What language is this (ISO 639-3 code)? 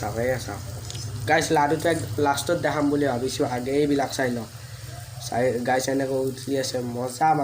asm